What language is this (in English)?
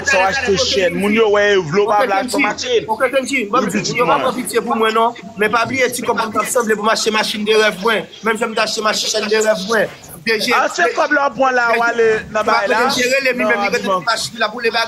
Haitian Creole